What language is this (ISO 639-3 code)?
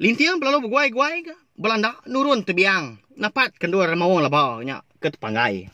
iba